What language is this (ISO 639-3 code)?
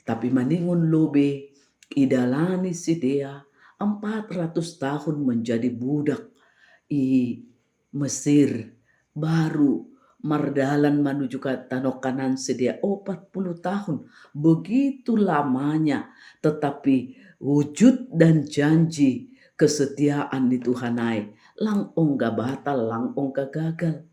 bts